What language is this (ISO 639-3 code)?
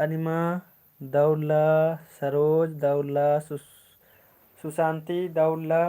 kru